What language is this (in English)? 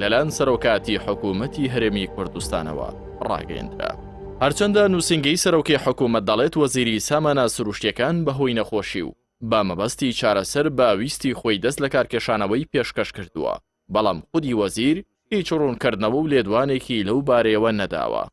Central Kurdish